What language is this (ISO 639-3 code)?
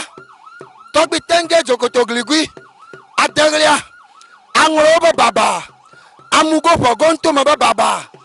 ewe